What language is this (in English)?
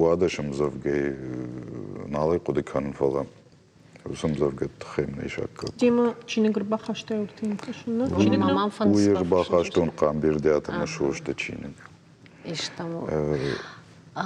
Ossetic